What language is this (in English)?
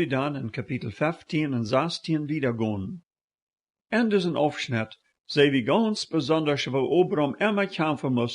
Plautdietsch